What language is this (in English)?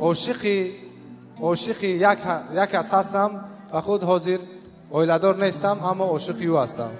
Tajik